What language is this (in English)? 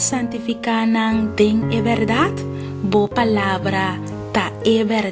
Papiamento